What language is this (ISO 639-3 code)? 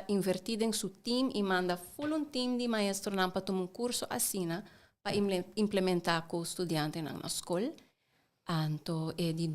pap